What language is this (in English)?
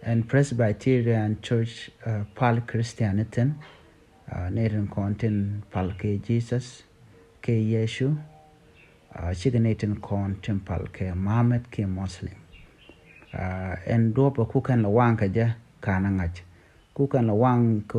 Nuer